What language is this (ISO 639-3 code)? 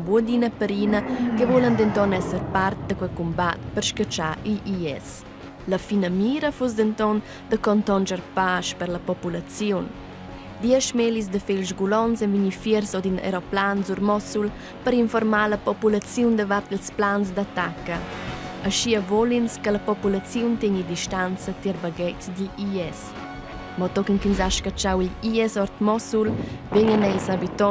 roh